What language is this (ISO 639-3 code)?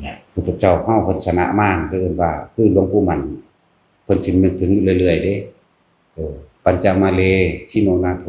tts